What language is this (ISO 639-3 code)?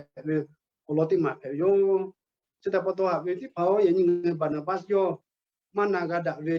lhu